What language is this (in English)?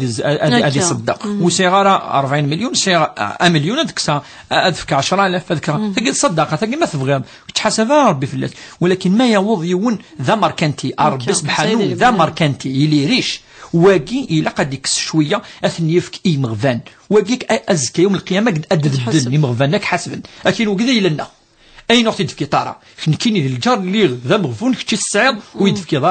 Kabyle